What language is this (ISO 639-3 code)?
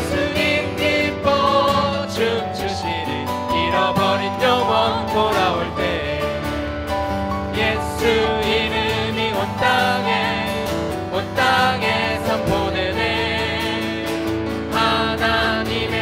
kor